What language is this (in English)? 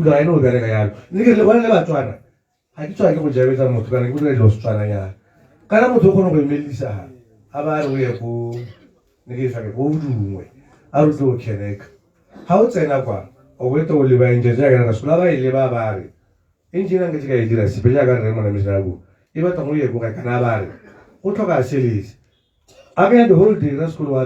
Tswana